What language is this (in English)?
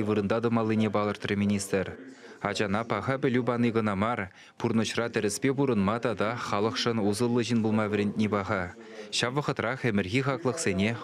Chuvash